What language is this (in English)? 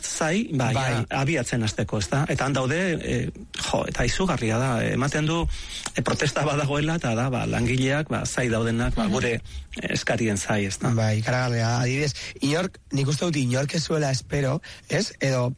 Basque